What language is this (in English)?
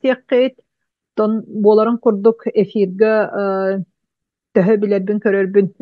Yakut